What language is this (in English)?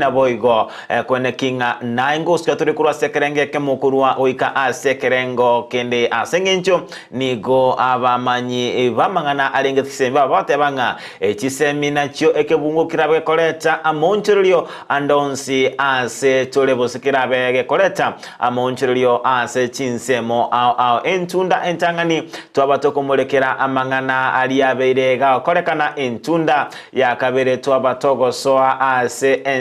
Gusii